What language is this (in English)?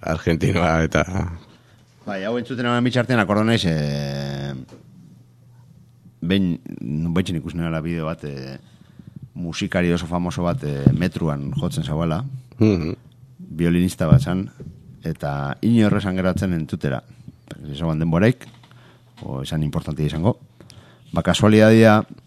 Basque